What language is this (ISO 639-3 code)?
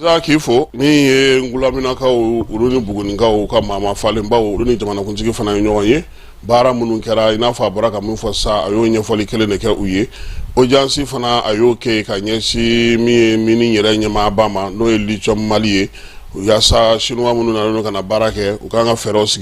bam